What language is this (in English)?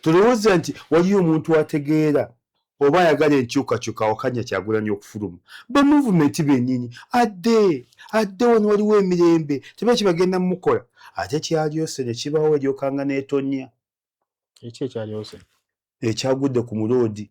Ganda